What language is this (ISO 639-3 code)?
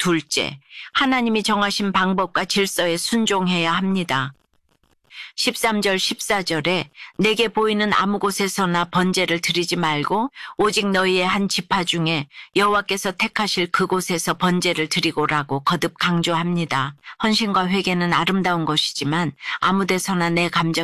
kor